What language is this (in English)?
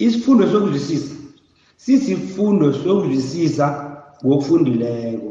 South Ndebele